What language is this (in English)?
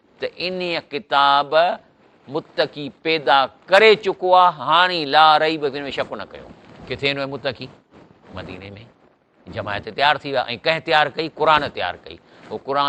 Sindhi